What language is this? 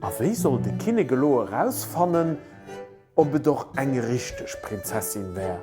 Luxembourgish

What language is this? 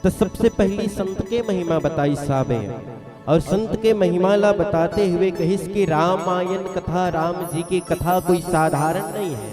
Chhattisgarhi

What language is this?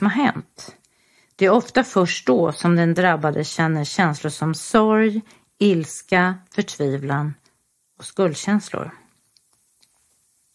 Swedish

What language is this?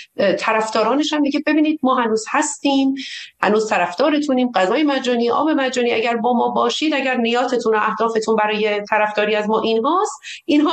Persian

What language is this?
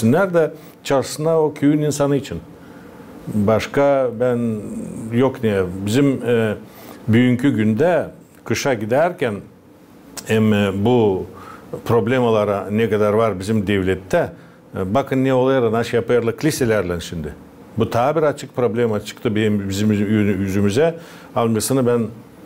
Gagauz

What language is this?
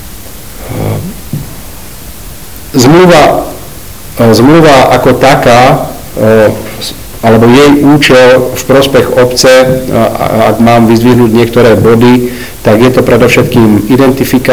Slovak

